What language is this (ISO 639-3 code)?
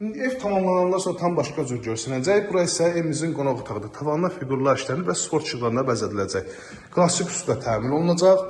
aze